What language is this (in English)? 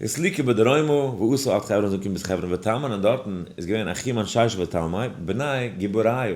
Yiddish